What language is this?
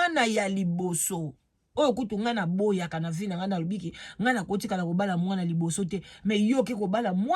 Lingala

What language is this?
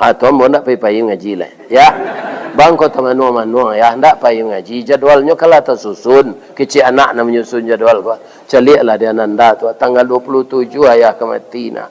Minangkabau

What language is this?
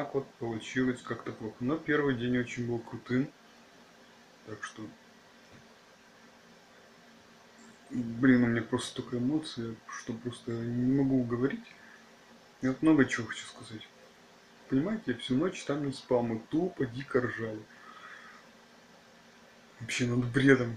Russian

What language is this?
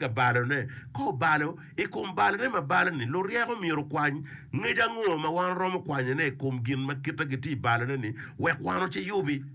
Acoli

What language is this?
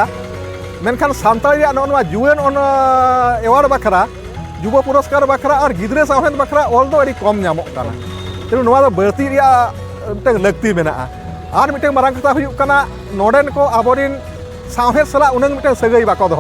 Santali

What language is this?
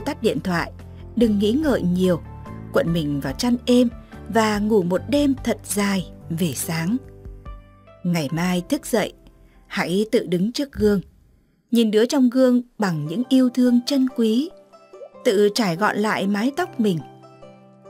Vietnamese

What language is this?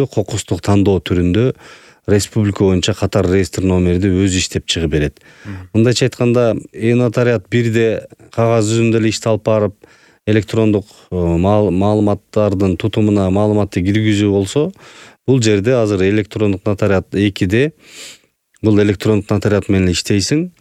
Kyrgyz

